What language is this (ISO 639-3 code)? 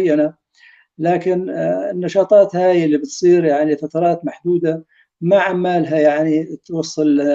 apc